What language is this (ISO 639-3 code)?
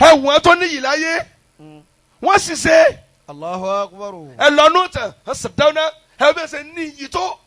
yor